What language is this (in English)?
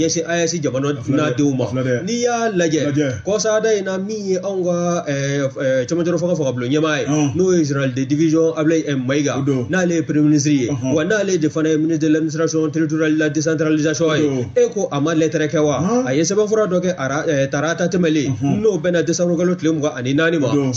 Bambara